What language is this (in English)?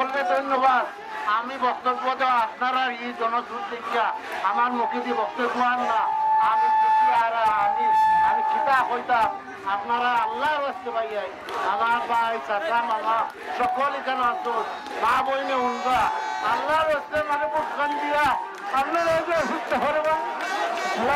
Sylheti